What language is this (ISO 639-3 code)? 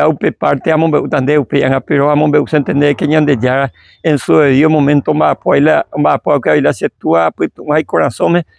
grn